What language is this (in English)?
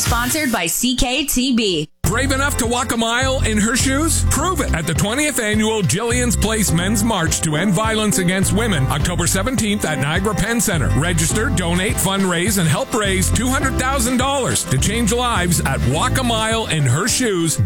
English